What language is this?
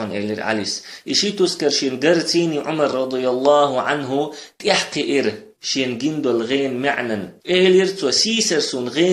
Chechen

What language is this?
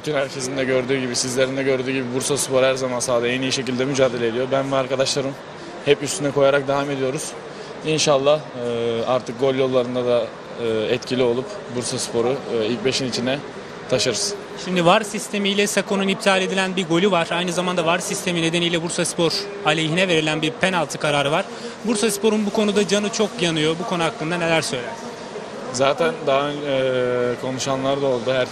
Turkish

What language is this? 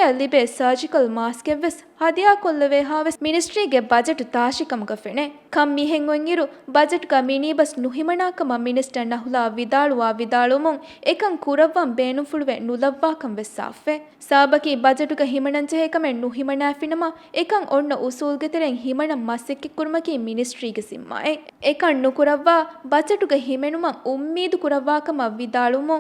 Divehi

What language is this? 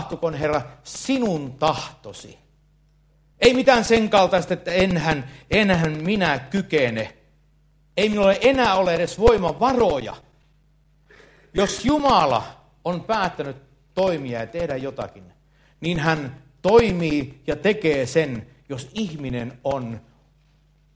Finnish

